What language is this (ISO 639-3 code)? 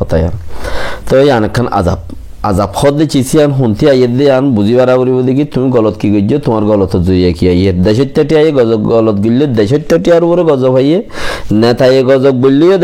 rhg